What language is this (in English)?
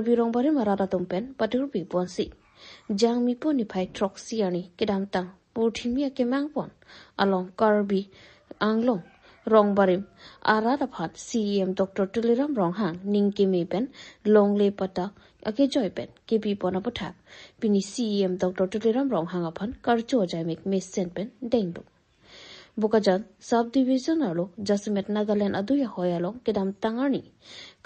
Karbi